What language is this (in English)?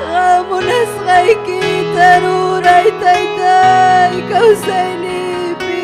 Ayacucho Quechua